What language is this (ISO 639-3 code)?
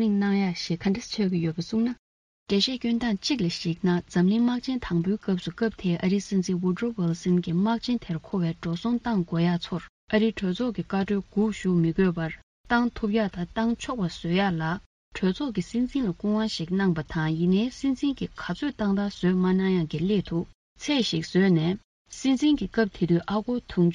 bod